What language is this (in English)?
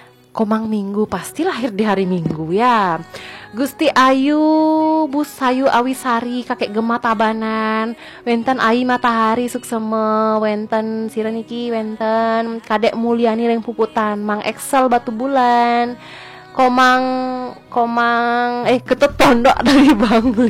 Balinese